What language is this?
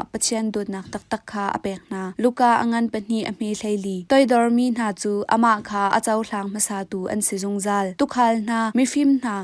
Hakha Chin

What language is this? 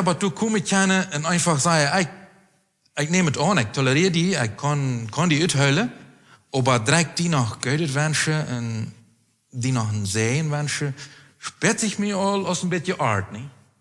Plautdietsch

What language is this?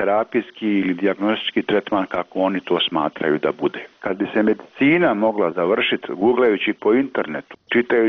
Croatian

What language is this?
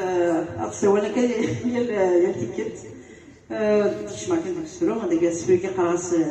Kabyle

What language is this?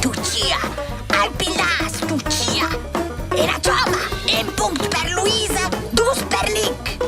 Romansh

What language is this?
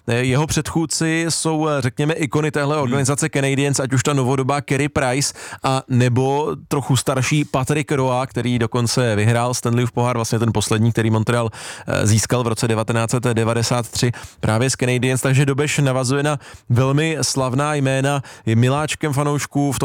Czech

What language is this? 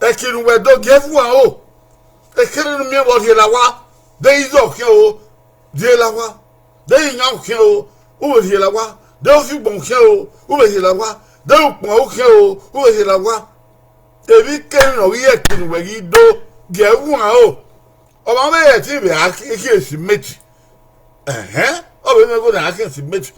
Bini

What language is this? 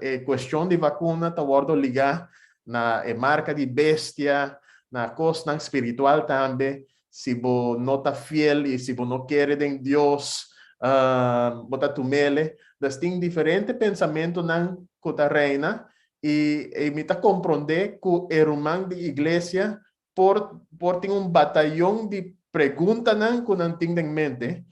Papiamento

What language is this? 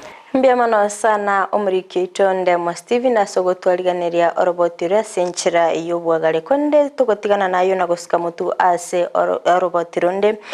Gusii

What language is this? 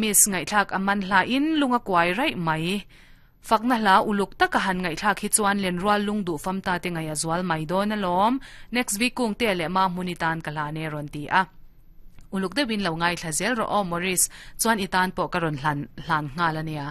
Mizo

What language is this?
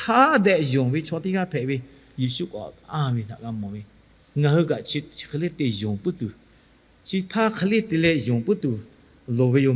Lahu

